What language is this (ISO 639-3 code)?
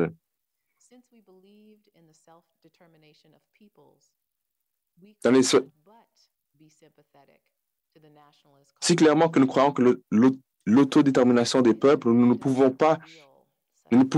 fra